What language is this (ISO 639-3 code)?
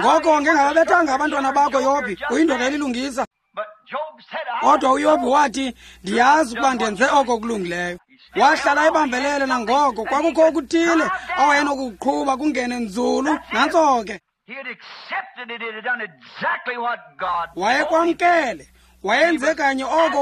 xho